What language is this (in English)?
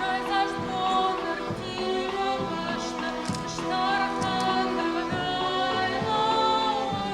Ossetic